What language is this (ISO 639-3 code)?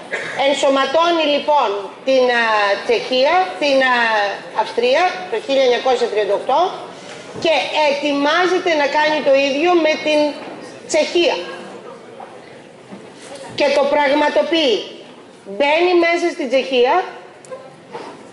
ell